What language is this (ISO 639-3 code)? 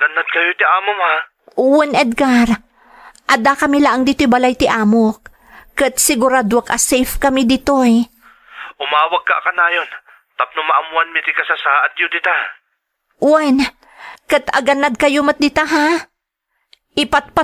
ilo